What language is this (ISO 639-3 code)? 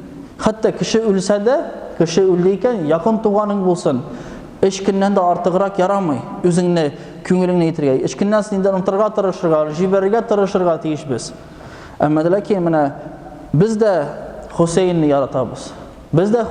tat